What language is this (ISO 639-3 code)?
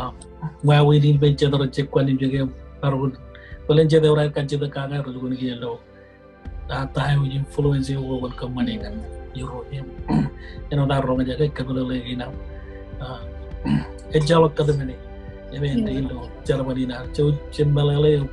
mah